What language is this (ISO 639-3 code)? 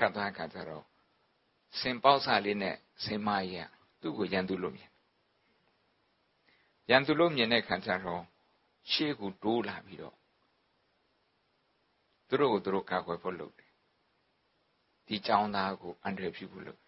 mya